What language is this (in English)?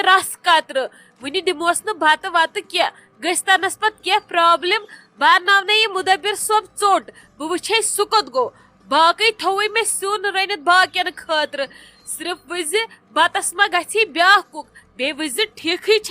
Kashmiri